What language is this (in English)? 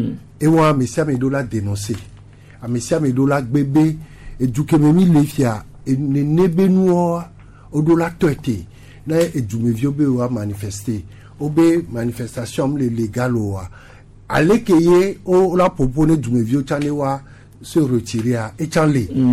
Gen